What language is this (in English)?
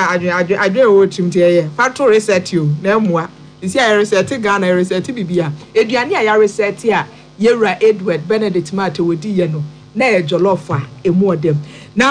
Akan